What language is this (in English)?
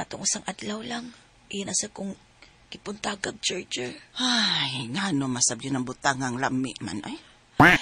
Cebuano